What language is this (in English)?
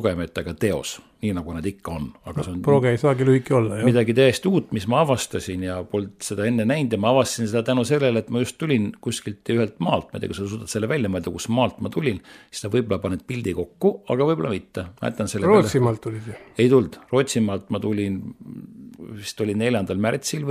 Estonian